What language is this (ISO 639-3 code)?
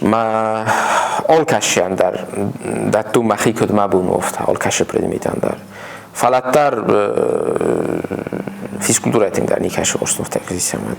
oss